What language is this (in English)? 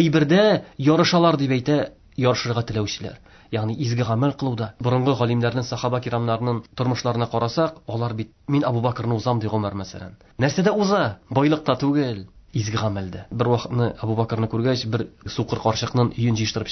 Tatar